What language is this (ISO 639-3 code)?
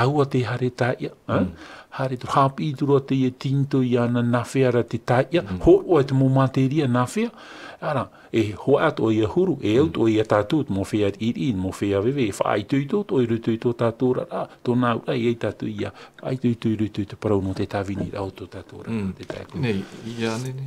tah